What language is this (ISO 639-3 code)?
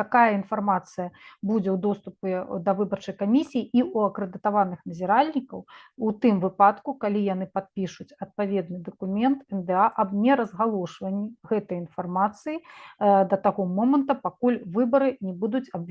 bel